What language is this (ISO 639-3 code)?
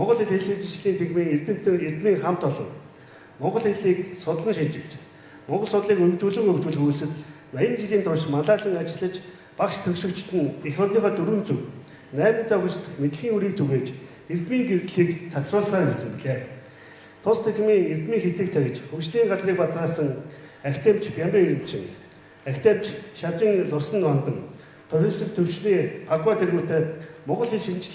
mon